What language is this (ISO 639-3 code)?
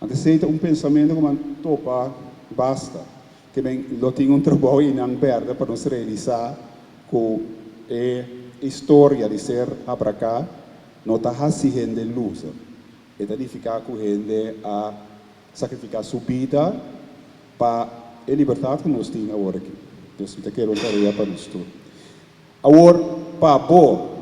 pap